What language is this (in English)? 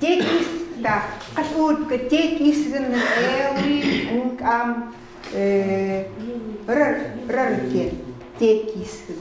Chukot